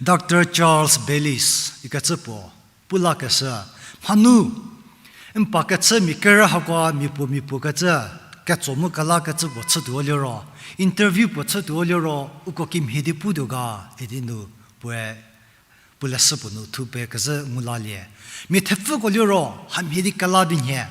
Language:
Angami Naga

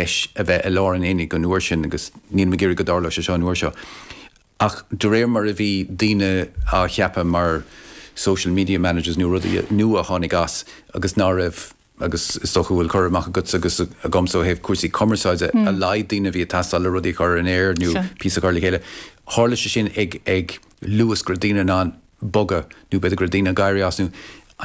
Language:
Irish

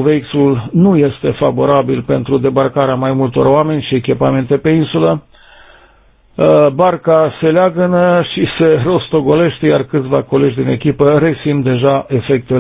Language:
Romanian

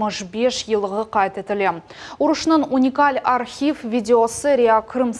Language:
Crimean Tatar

